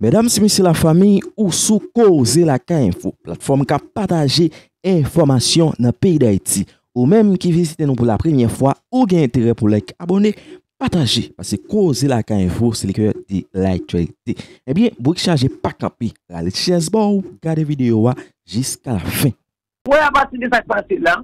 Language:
Haitian Creole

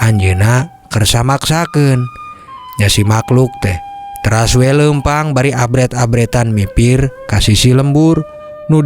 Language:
Sundanese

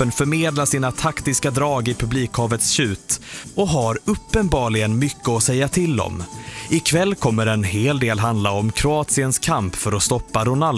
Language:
Swedish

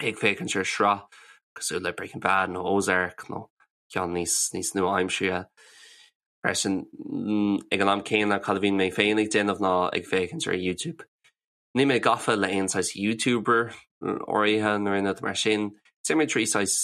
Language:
Irish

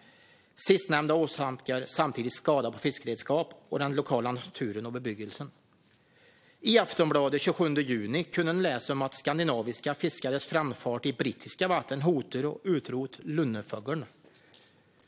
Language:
Swedish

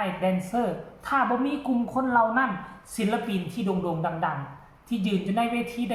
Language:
Northeastern Thai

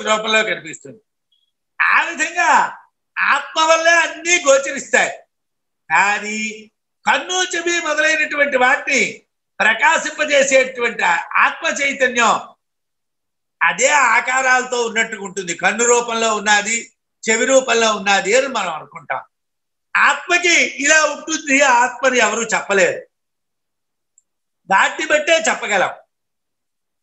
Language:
Telugu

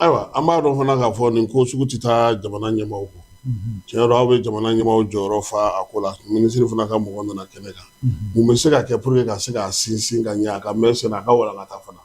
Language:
Bambara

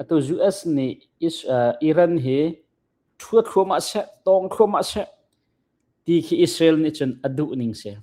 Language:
Hakha Chin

